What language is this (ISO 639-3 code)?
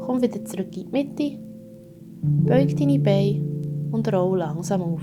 gsw